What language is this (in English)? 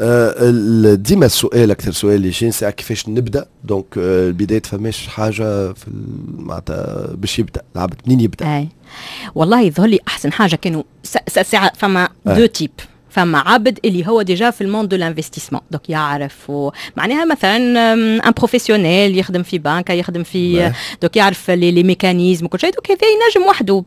Tunisian Arabic